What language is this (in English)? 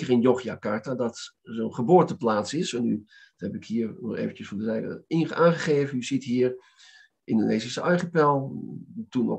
Dutch